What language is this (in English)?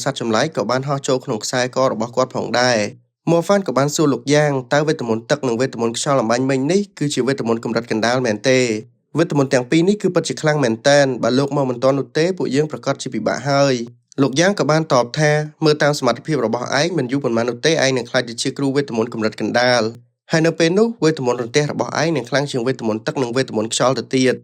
Khmer